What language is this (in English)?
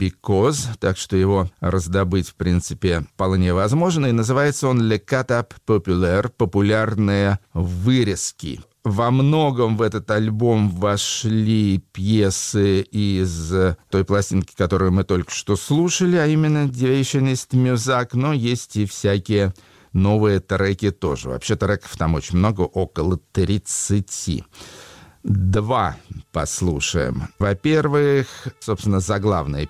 Russian